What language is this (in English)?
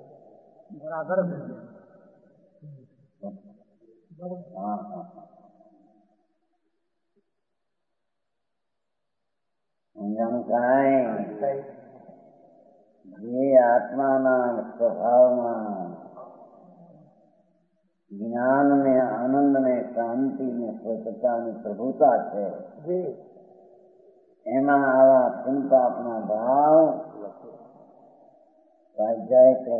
Gujarati